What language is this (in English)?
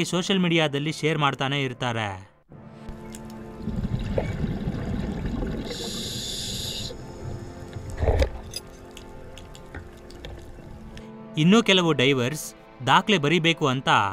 Kannada